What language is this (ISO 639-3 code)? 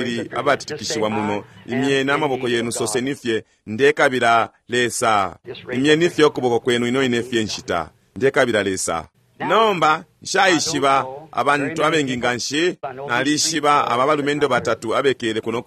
bem